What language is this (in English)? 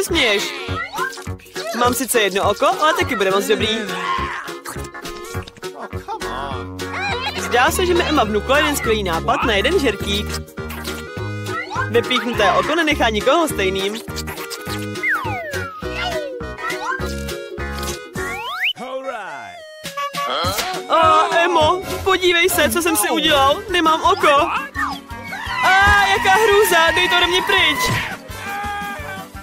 Czech